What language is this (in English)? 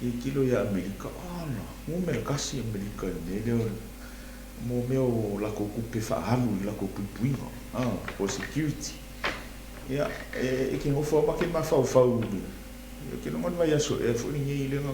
Samoan